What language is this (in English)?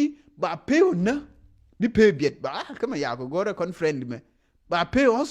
Nuer